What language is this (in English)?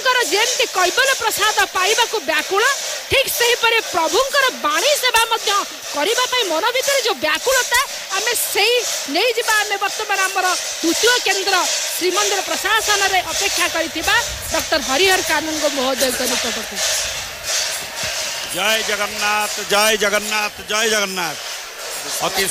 Odia